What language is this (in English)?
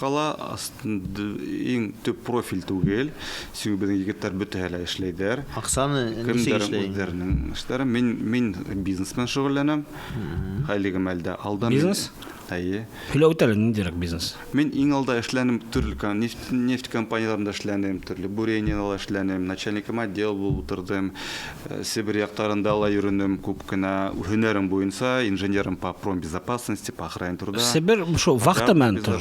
Bashkir